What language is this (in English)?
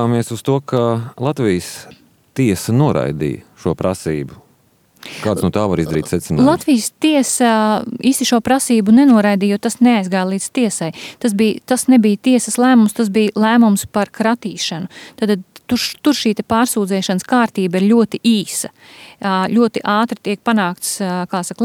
Latvian